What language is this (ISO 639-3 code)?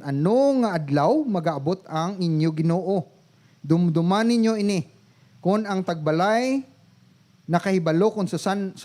hil